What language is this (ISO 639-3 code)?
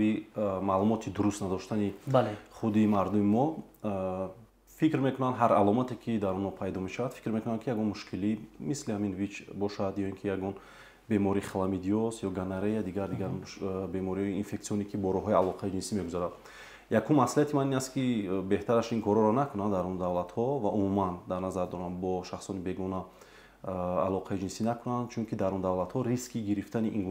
tgk